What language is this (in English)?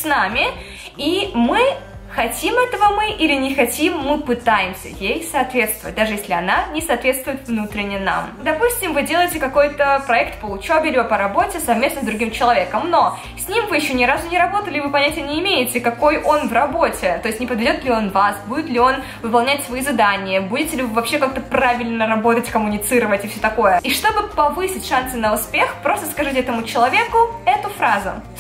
Russian